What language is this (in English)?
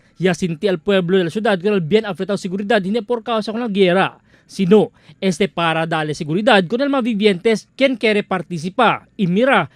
Chavacano